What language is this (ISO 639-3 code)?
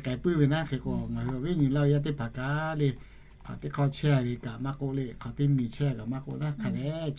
lhu